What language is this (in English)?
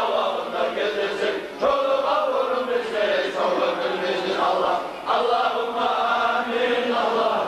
Kumyk